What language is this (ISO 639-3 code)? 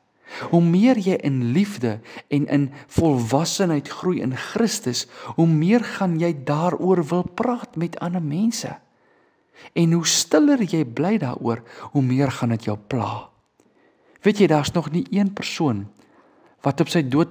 afr